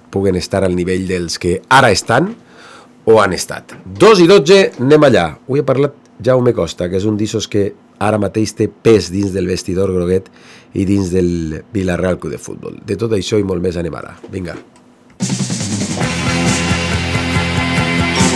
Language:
Catalan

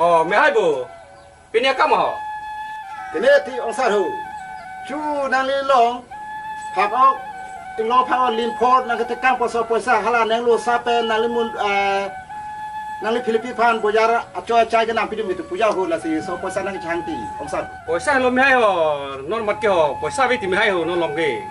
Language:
Karbi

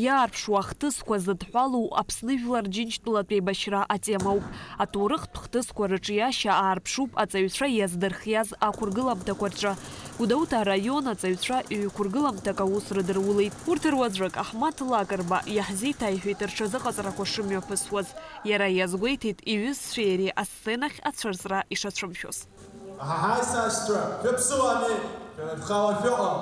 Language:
Abkhazian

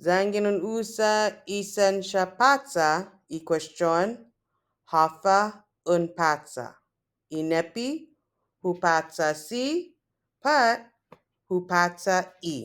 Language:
Chamorro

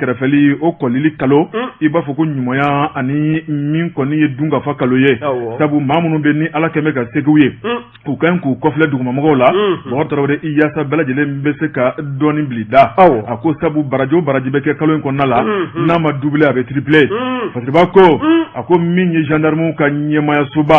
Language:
Bambara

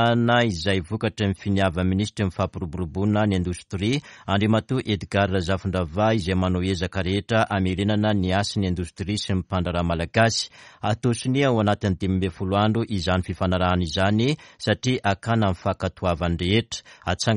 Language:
Malagasy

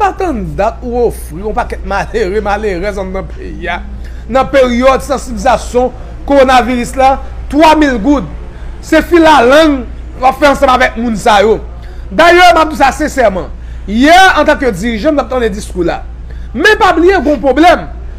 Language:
Haitian Creole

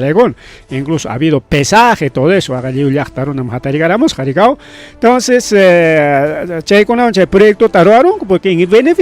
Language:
Ayacucho Quechua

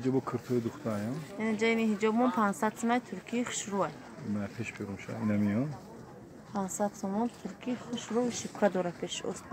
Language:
Tajik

